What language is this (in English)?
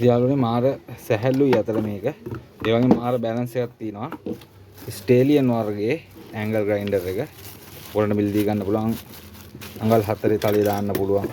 Sinhala